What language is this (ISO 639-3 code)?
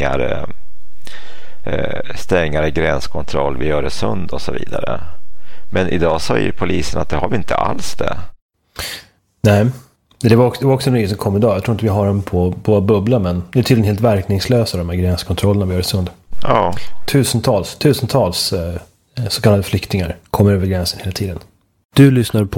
swe